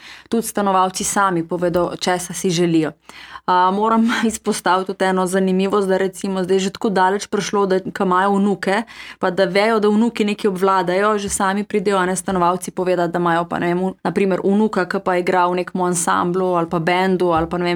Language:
Slovenian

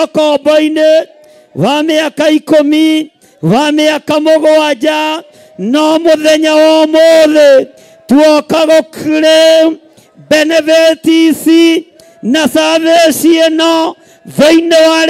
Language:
Kikuyu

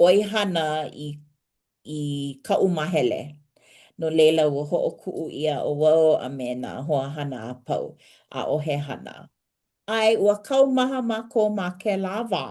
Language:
Hawaiian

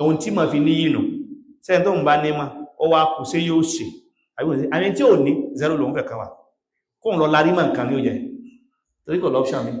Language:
Yoruba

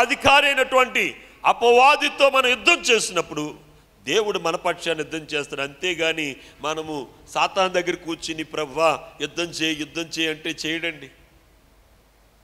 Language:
Telugu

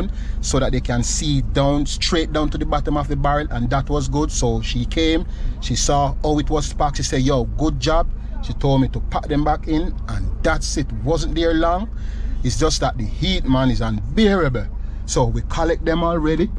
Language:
Jamaican Creole English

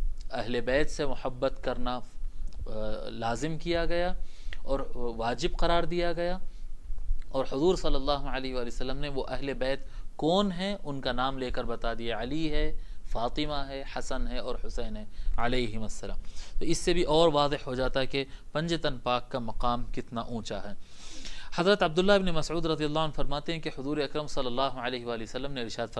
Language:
Urdu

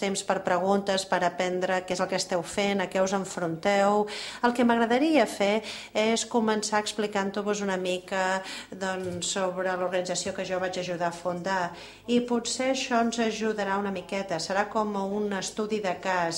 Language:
Catalan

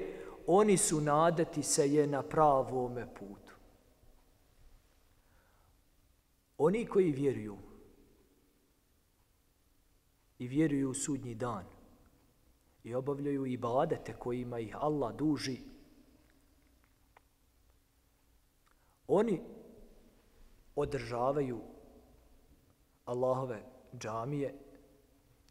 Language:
Bosnian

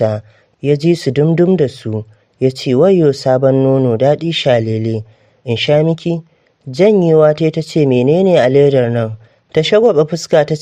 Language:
Hausa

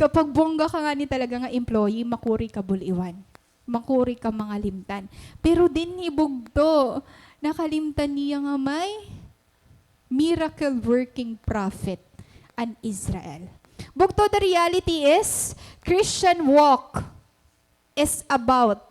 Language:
Waray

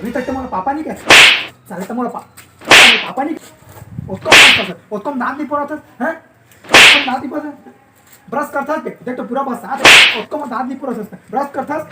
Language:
Chhattisgarhi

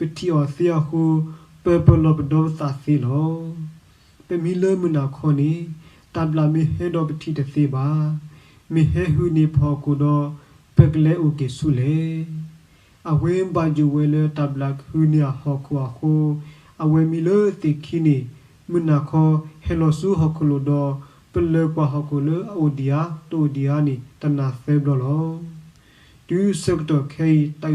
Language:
S'gaw Karen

